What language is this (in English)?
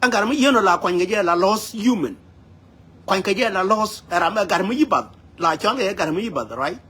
Nuer